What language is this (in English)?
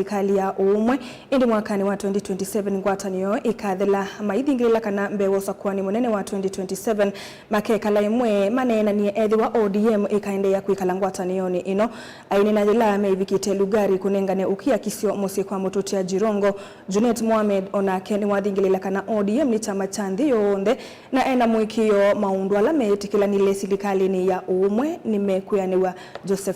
Kamba